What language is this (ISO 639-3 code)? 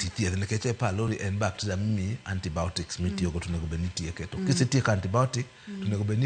luo